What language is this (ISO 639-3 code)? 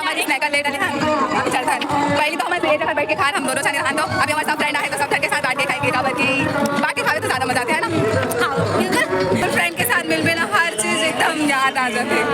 hne